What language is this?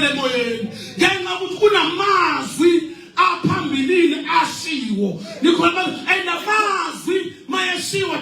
Zulu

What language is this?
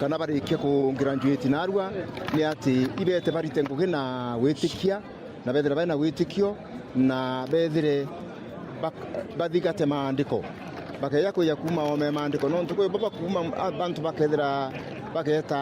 Meru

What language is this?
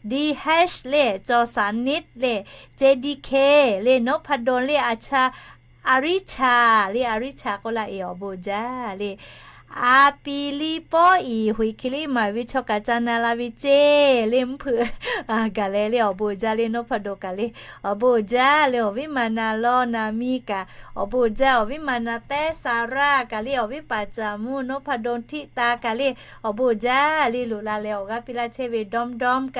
Lahu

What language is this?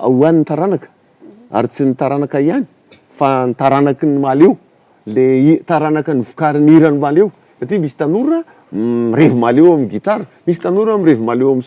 Malagasy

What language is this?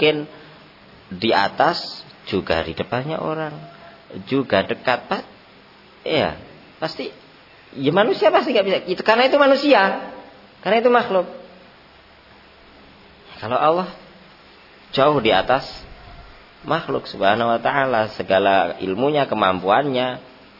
Indonesian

